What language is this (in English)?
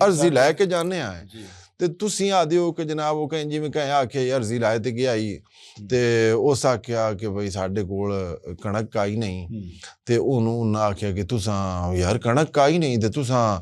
Western Panjabi